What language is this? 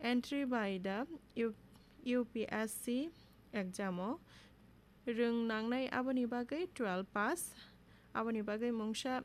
Kok Borok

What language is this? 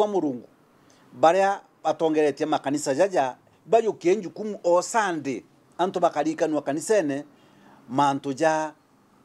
Meru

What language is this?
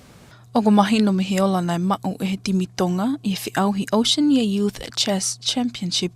Tongan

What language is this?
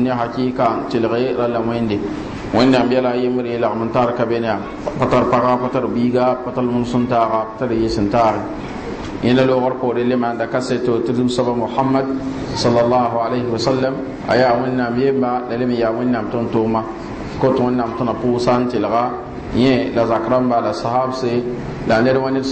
Mossi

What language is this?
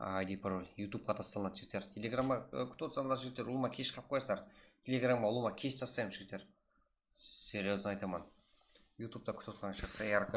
Kara-Kalpak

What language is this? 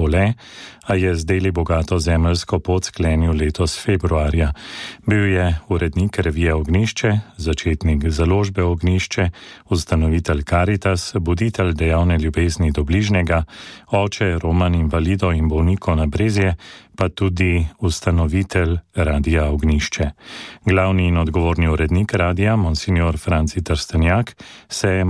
Slovenian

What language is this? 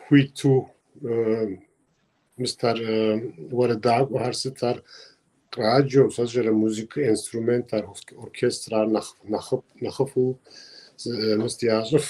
Kabardian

